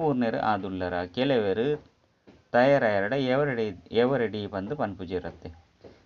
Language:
Tulu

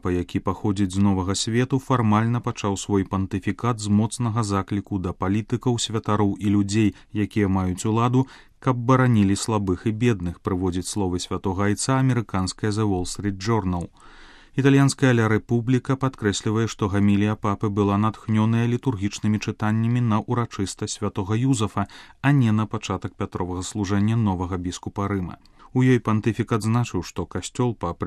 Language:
Belarusian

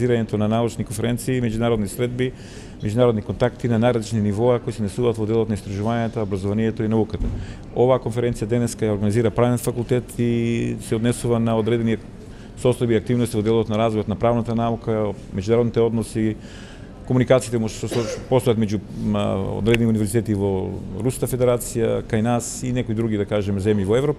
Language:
Macedonian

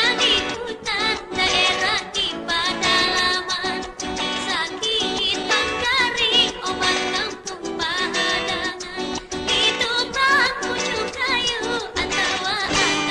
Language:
Banjar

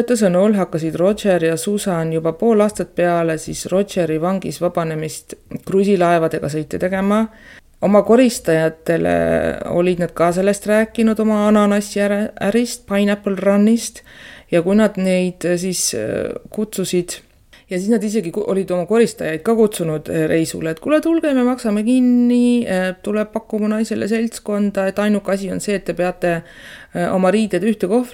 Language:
Estonian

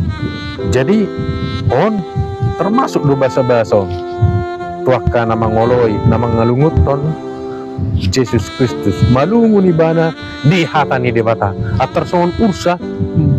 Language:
Batak Toba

